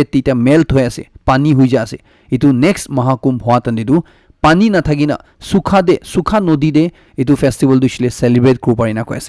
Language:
Naga Pidgin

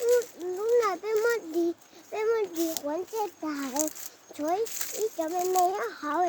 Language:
Hmong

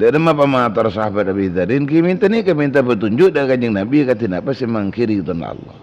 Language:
Madurese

